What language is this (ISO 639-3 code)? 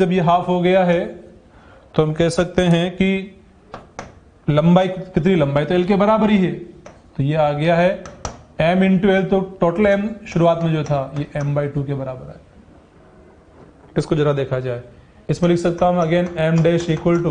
hin